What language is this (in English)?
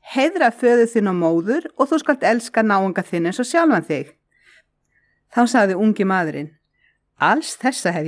Icelandic